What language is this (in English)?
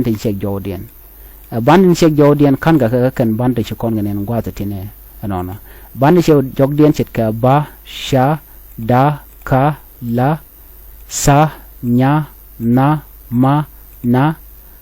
Nuer